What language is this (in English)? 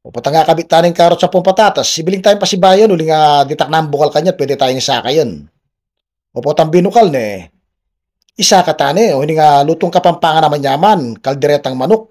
Pampanga